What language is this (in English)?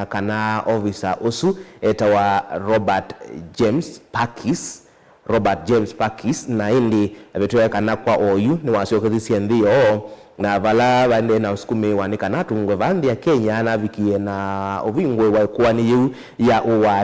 Kamba